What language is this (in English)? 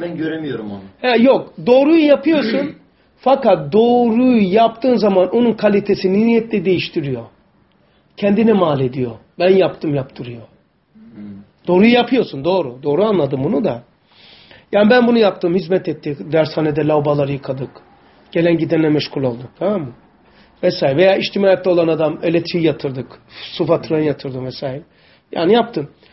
Turkish